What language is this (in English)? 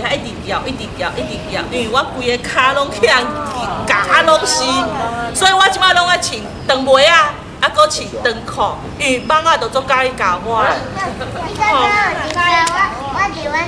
Min Nan Chinese